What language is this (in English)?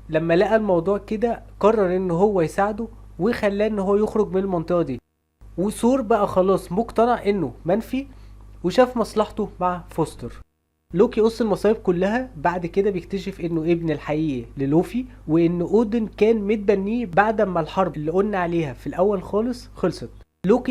Egyptian Arabic